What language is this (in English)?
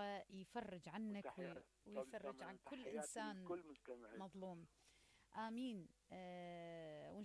Mesopotamian Arabic